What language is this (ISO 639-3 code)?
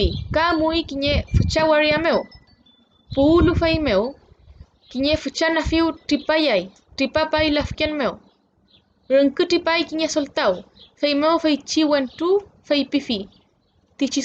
arn